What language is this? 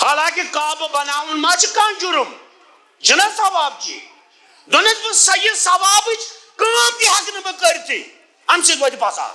Kashmiri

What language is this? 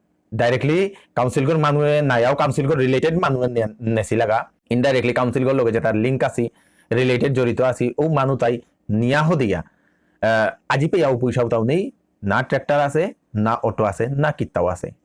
Bishnupriya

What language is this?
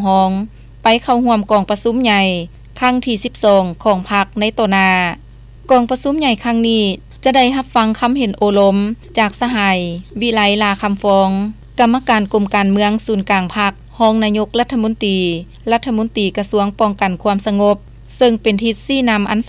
Lao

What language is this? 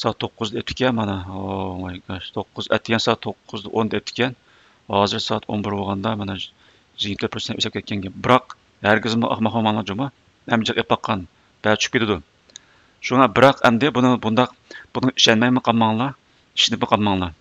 Uyghur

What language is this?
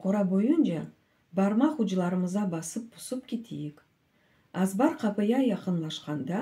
Crimean Tatar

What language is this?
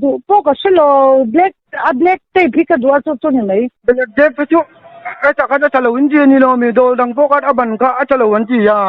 Mizo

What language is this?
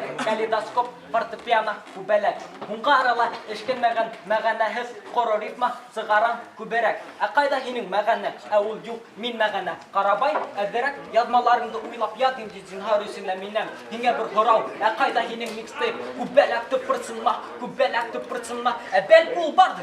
Bashkir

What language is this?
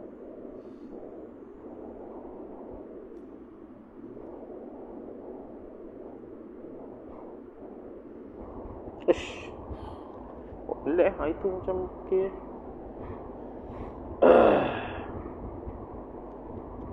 Malay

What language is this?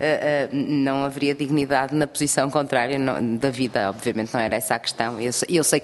Portuguese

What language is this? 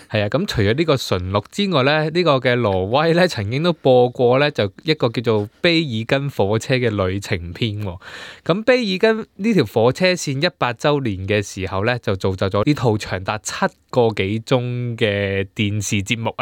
Cantonese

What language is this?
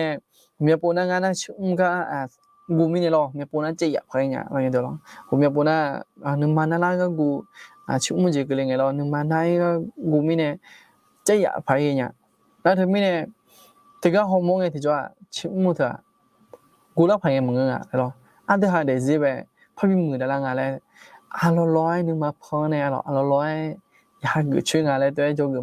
Akha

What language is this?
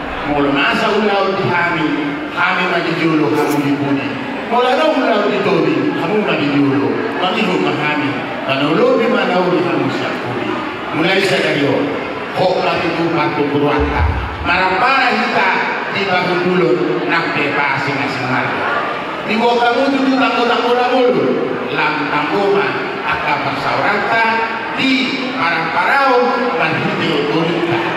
Batak Toba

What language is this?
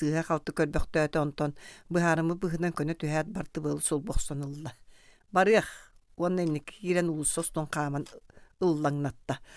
Yakut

